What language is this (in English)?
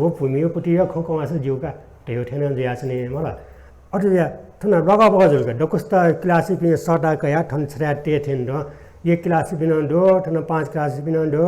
Newari